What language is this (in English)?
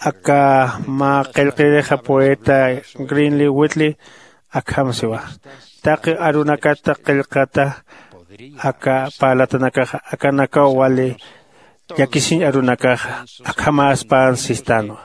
Aymara